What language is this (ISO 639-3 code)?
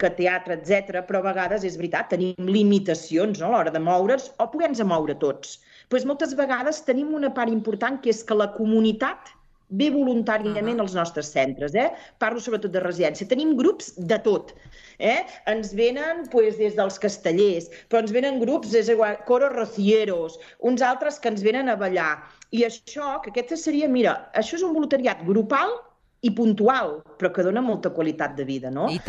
cat